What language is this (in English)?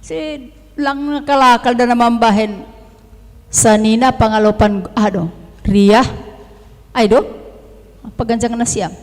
Batak Simalungun